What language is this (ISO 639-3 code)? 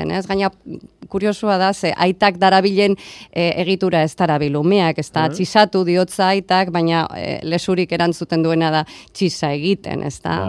eus